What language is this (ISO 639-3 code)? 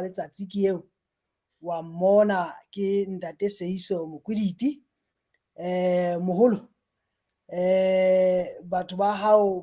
sot